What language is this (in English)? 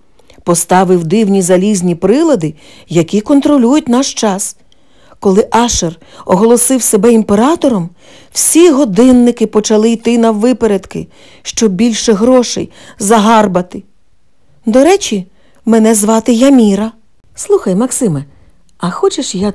Ukrainian